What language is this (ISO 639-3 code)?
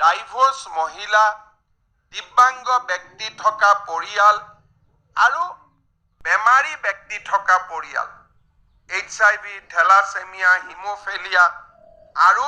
asm